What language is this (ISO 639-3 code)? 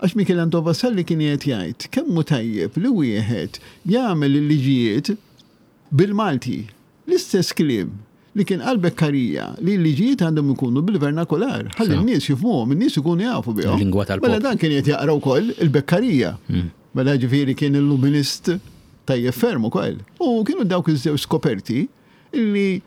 mlt